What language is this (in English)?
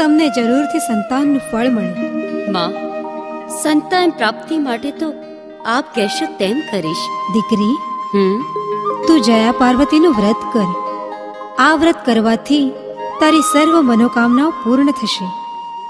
Gujarati